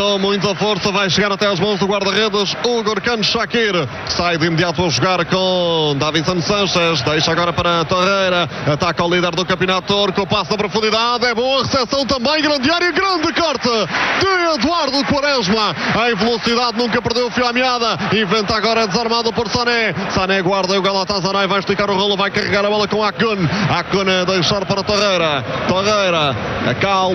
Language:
Portuguese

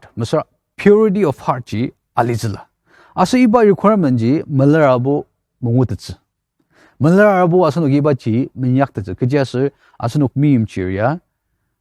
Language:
Ao Naga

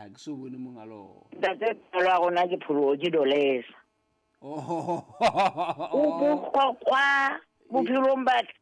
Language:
Southern Sotho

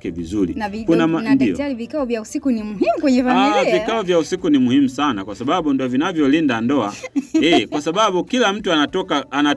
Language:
Swahili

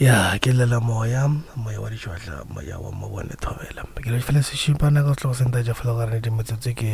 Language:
Northern Sotho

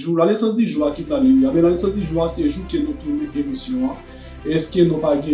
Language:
Haitian Creole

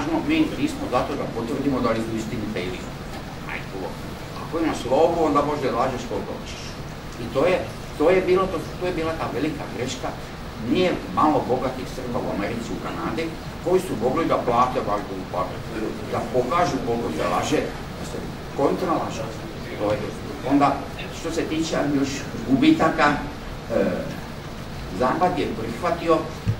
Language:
Serbian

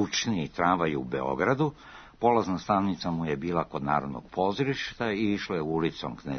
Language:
Serbian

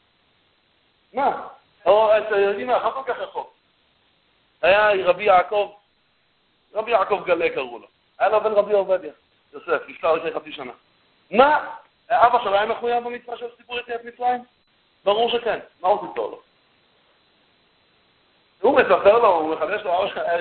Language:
Hebrew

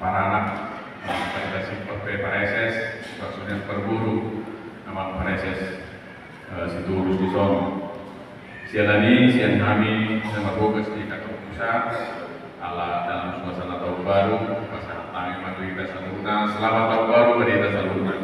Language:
Batak Toba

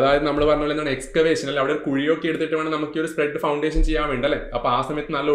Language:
Malayalam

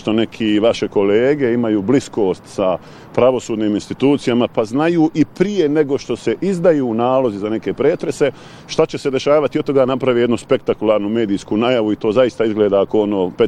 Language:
Bosnian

